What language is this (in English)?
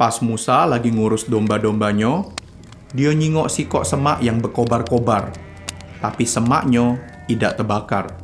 Musi